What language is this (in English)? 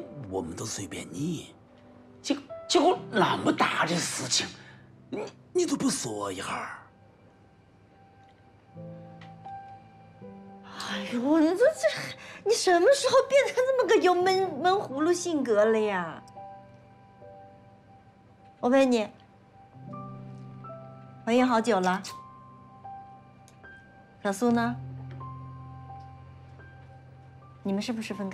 Chinese